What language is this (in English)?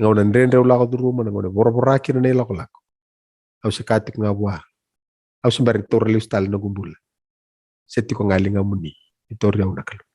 Fijian